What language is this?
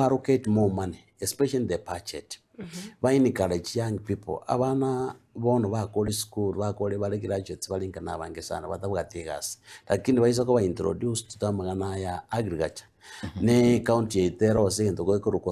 Gusii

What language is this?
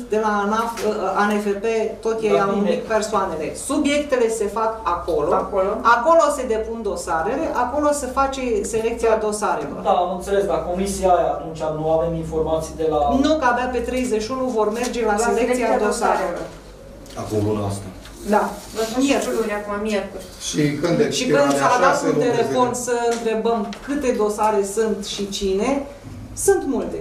Romanian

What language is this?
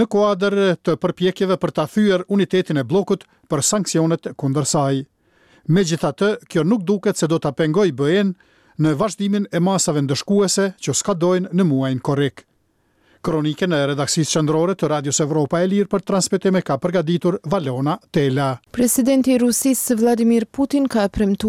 Albanian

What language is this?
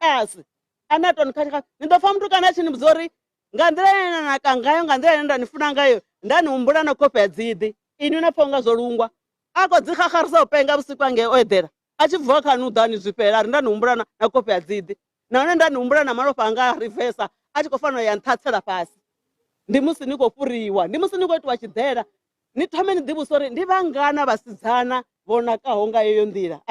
Venda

